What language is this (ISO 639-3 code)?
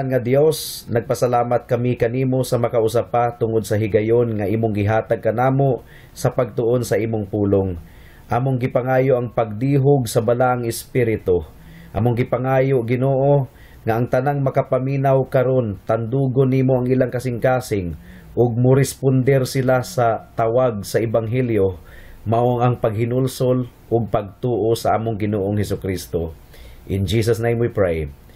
ceb